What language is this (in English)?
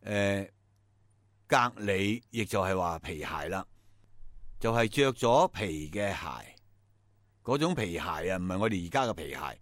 Cantonese